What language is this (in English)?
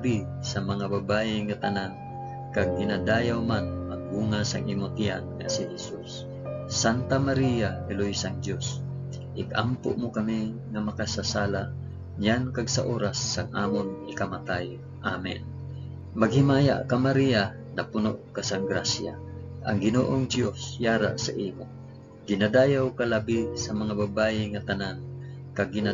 Hiligaynon